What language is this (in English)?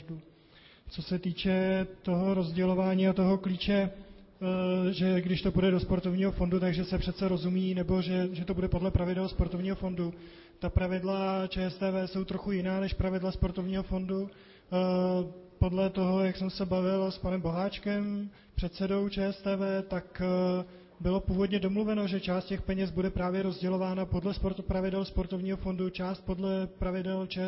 Czech